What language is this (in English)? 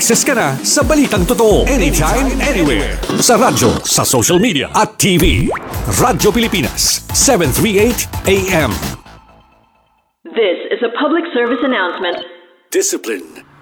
Filipino